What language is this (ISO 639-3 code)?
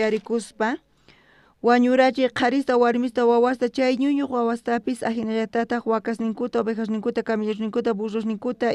quh